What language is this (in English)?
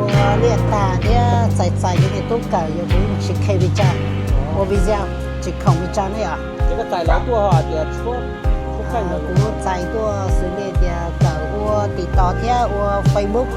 Hmong